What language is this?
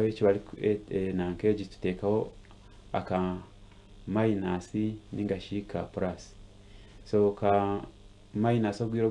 Nyankole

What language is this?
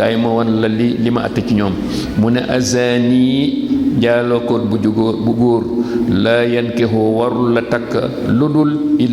Wolof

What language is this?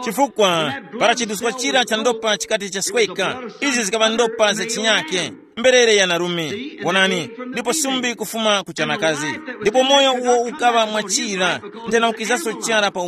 Tumbuka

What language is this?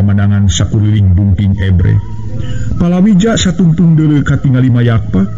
Sundanese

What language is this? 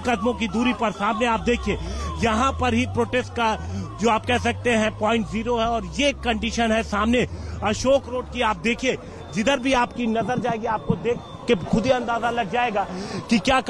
Hindi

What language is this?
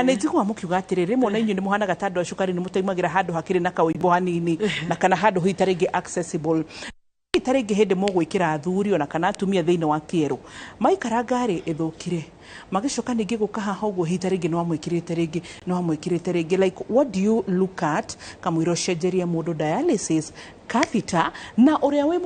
Kikuyu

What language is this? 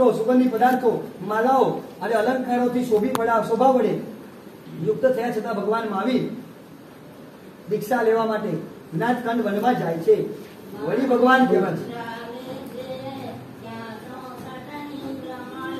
Gujarati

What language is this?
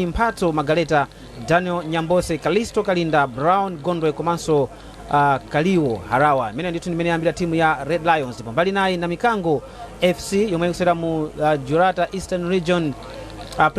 Nyanja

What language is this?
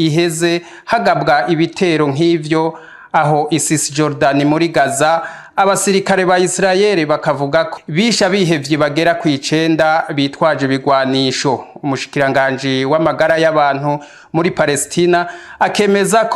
Rundi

